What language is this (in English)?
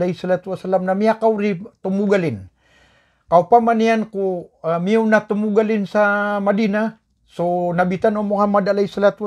Maranao